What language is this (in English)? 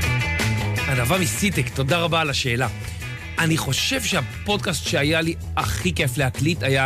Hebrew